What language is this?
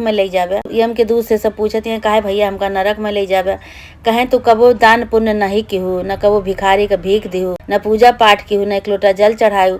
Awadhi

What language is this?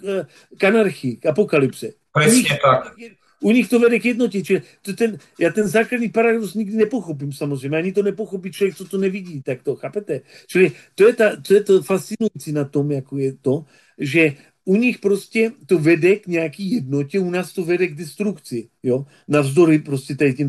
Czech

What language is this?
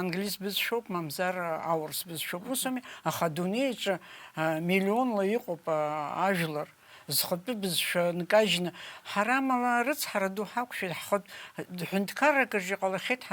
Abkhazian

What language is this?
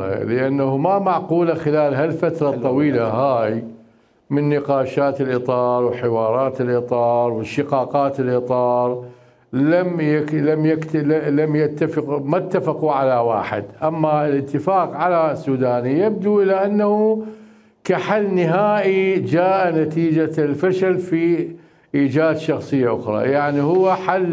Mesopotamian Arabic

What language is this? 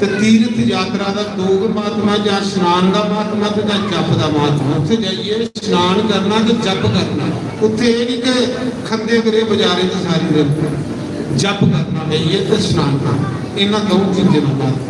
Dogri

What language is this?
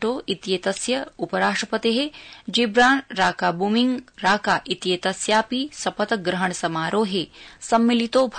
Sanskrit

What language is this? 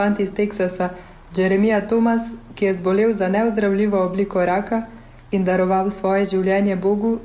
Slovenian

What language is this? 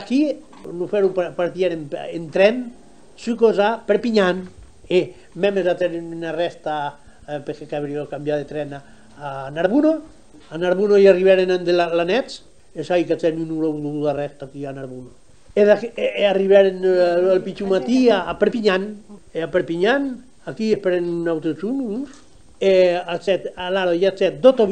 Occitan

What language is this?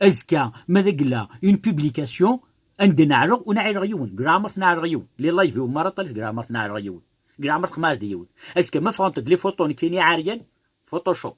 Kabyle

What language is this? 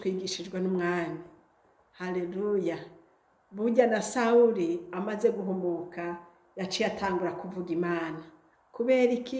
Rundi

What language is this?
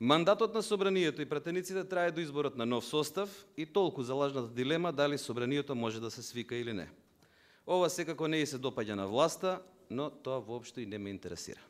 Macedonian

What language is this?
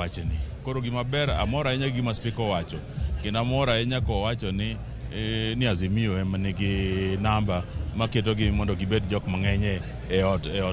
Luo (Kenya and Tanzania)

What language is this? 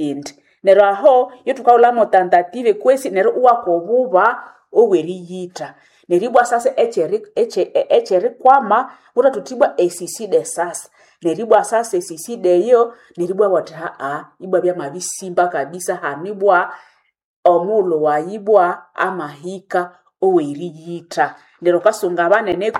Nande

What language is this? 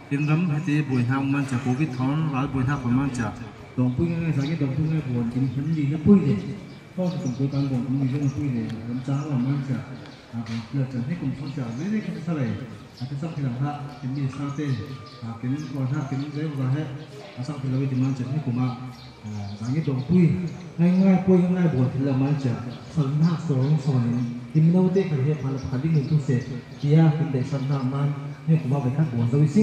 Falam Chin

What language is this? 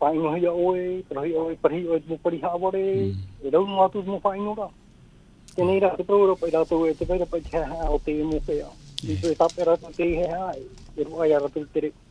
Tahitian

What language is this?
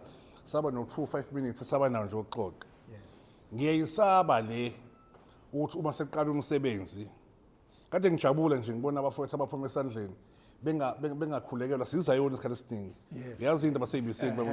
Zulu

